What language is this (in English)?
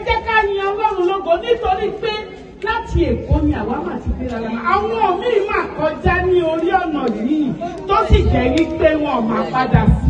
Yoruba